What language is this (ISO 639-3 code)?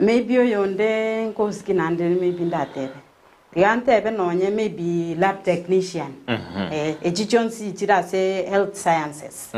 guz